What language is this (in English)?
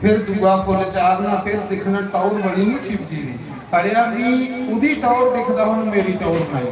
Dogri